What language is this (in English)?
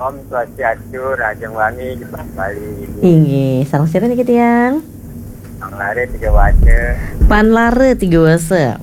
Balinese